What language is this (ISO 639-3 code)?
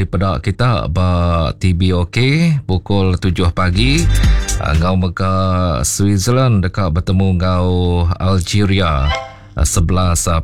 iba